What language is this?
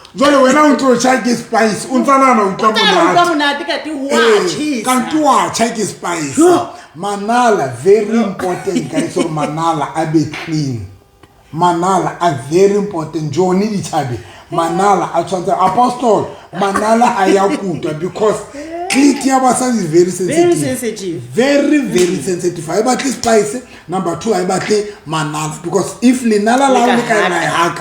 Southern Sotho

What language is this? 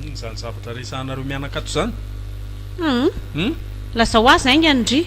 Malagasy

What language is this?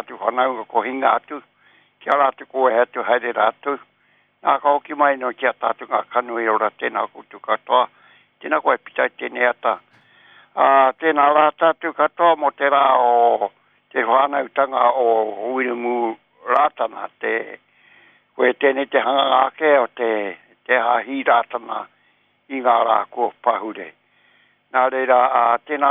Māori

